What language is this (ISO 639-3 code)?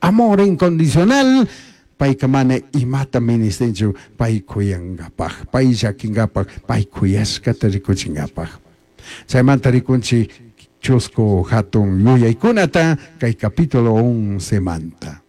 qug